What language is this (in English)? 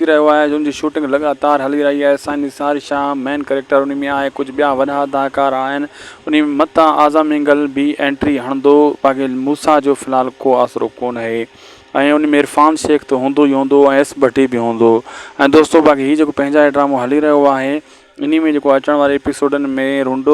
Sindhi